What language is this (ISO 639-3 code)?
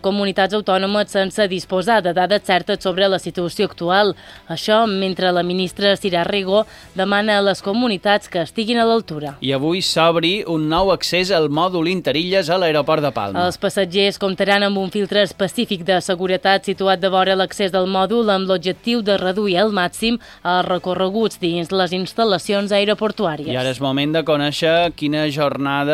cat